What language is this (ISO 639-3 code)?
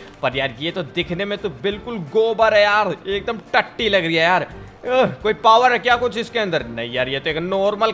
hin